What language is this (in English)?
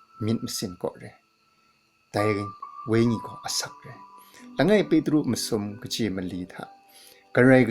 Kachin